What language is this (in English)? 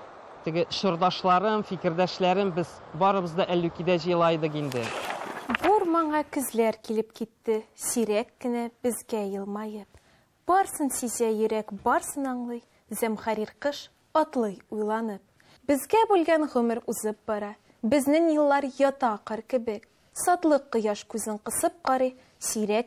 Tatar